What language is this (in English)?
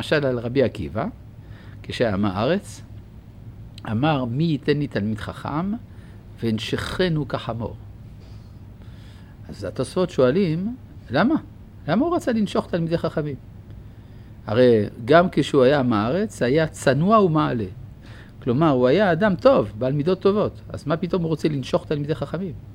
Hebrew